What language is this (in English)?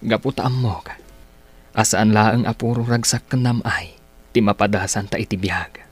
Iloko